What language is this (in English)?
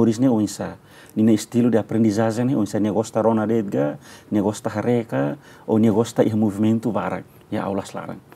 Tetum